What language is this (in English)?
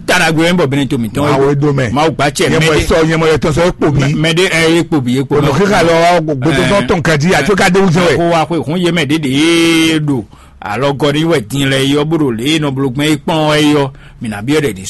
Fon